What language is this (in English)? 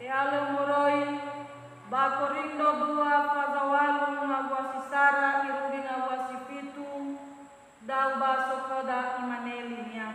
Nias